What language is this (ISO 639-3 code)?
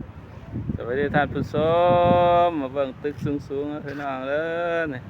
tts